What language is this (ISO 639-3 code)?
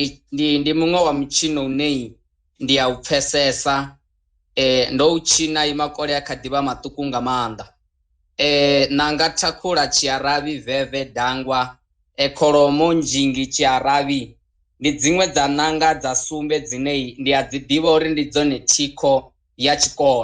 ven